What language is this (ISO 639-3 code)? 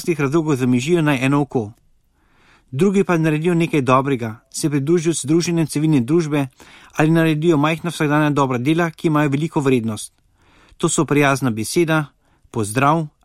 slv